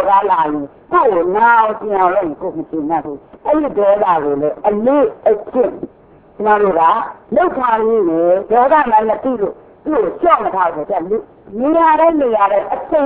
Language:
Burmese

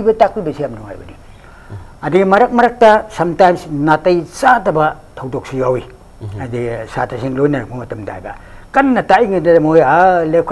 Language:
Manipuri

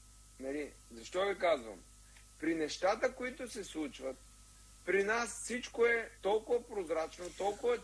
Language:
Bulgarian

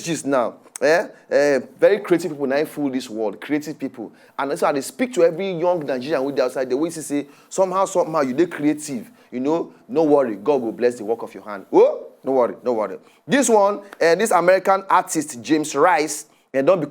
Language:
Nigerian Pidgin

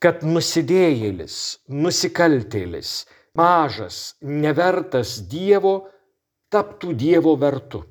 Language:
Lithuanian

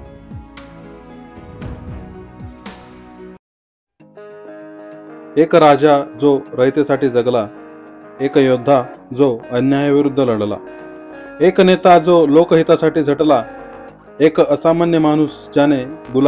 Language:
Marathi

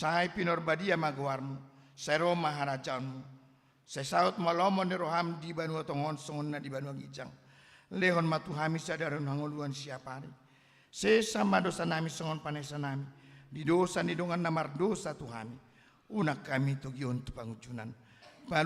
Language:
Batak Toba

